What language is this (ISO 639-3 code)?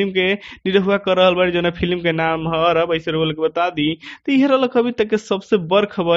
bho